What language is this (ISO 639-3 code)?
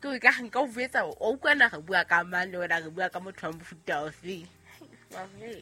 sot